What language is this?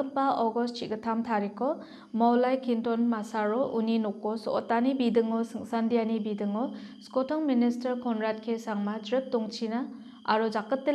Garo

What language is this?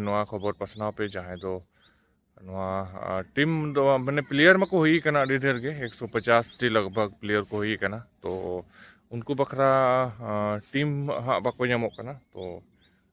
Santali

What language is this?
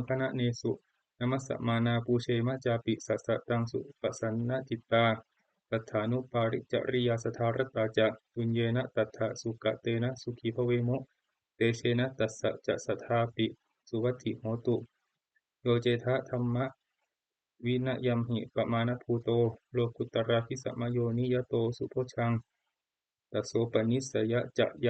Pali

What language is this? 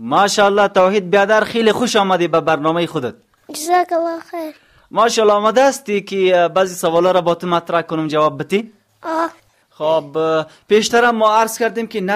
Tajik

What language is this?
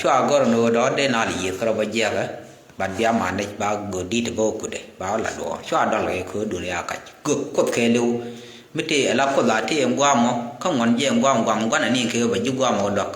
Nuer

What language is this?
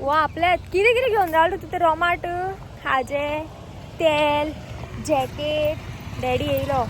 Konkani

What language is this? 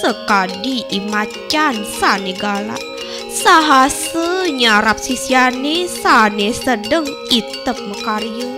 Balinese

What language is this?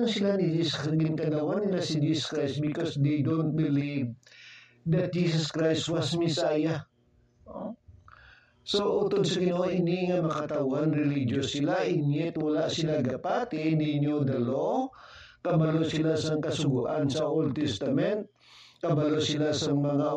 Hiligaynon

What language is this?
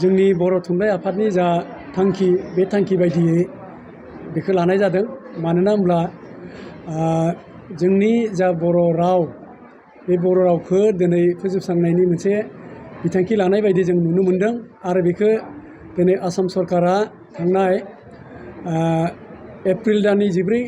Bodo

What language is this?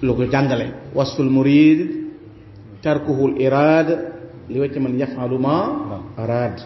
Wolof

